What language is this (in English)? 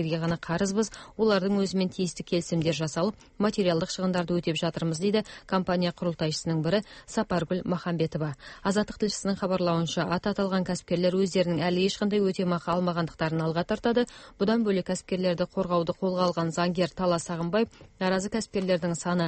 Kazakh